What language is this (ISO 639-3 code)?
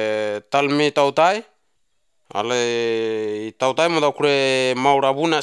eus